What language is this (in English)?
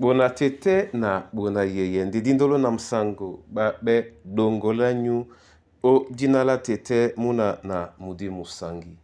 Duala